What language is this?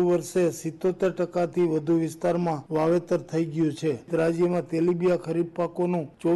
Gujarati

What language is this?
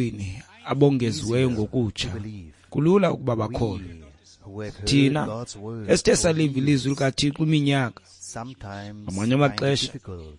Xhosa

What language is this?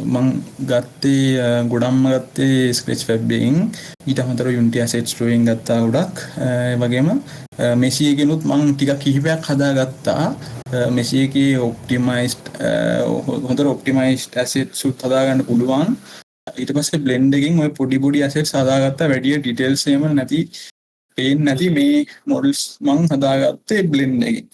Sinhala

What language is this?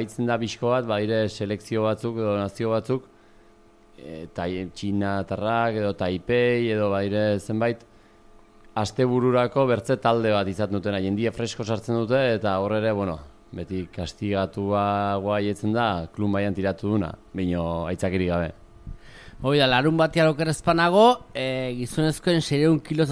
Basque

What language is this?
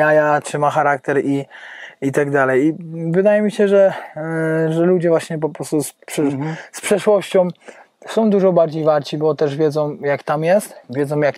Polish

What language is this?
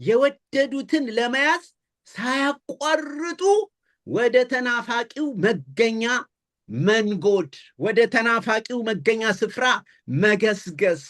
Amharic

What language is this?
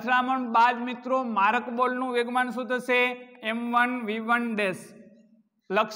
Gujarati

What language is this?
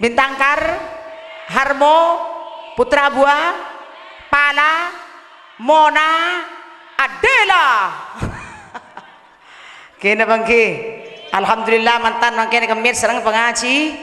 Madurese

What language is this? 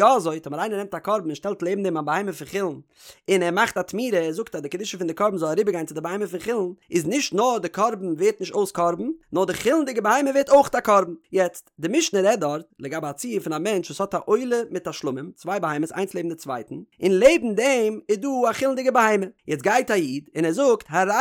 Yiddish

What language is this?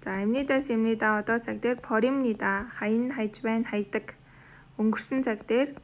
Mongolian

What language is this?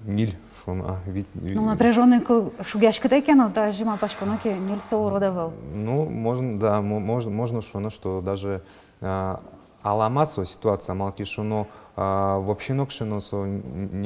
Udmurt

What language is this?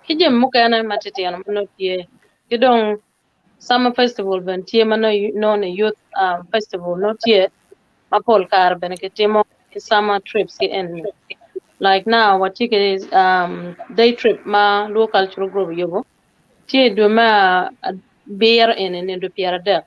Acoli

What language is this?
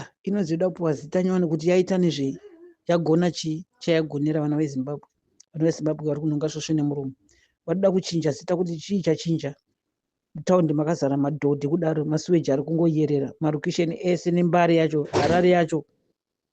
Shona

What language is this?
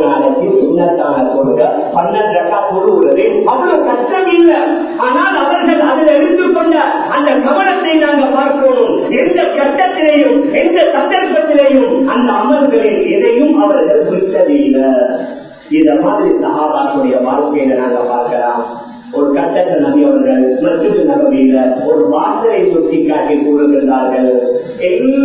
Tamil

